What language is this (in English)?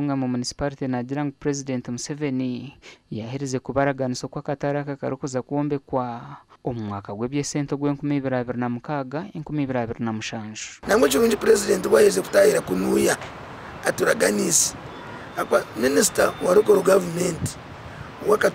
Nyankole